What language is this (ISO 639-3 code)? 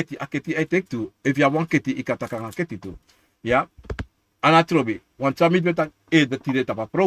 srn